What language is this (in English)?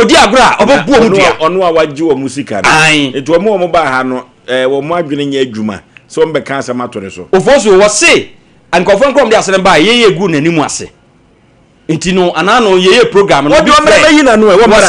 Akan